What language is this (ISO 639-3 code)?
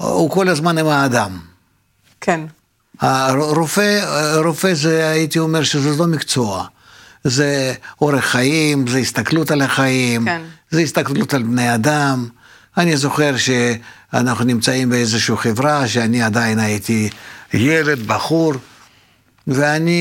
heb